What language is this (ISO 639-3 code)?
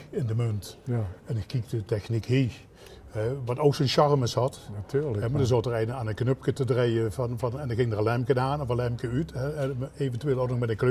lim